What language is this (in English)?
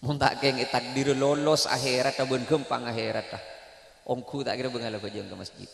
Madurese